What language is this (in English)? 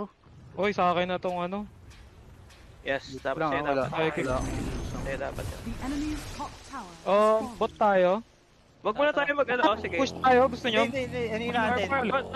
Filipino